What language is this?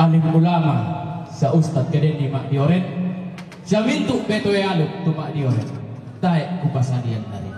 Toraja-Sa'dan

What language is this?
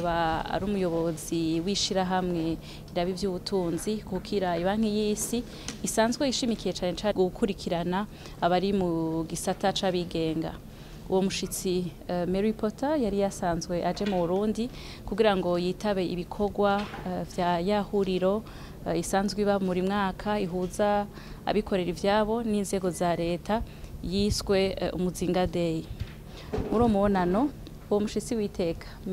Rundi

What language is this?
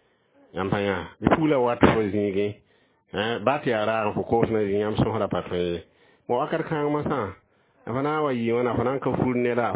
Mossi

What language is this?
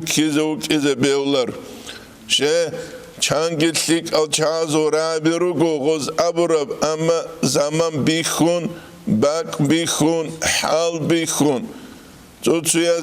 Avaric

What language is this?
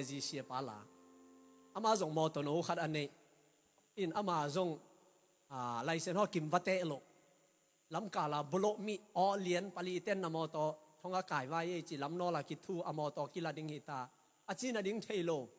Tedim Chin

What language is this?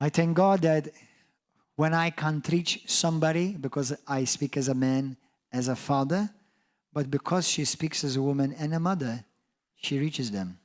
English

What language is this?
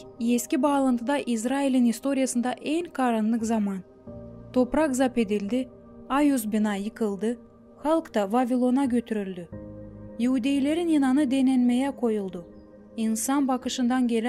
Gagauz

